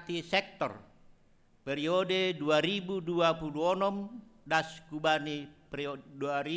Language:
Batak Simalungun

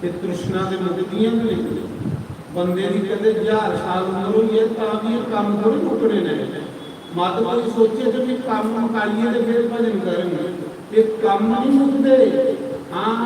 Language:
Dogri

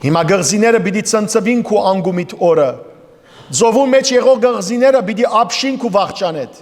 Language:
Western Armenian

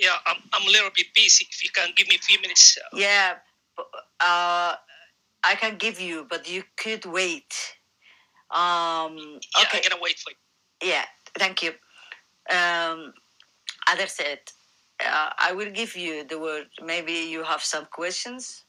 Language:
English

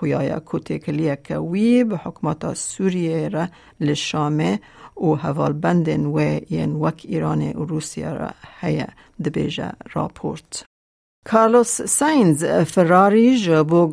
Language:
Kurdish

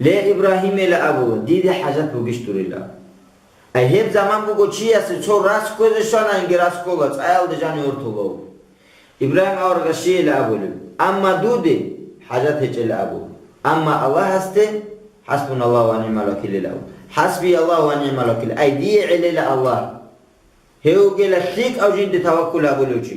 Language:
Avaric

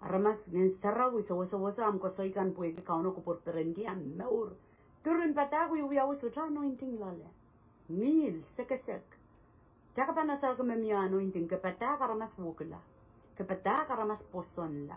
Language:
Pohnpeian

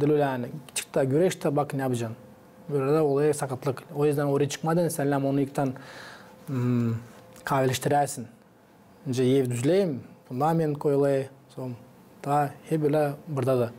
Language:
Gagauz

